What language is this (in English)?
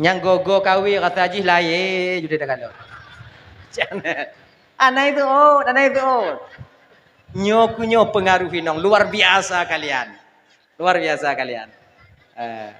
Achinese